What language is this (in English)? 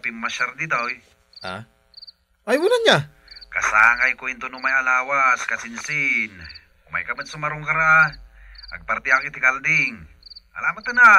Iloko